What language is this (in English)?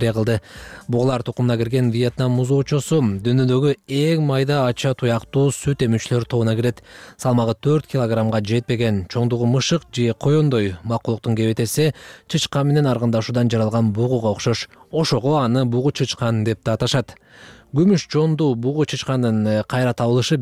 Kyrgyz